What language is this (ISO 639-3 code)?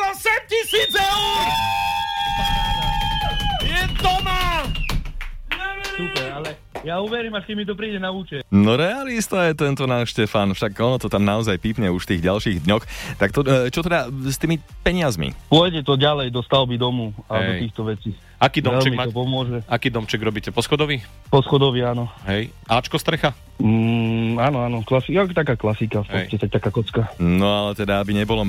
slk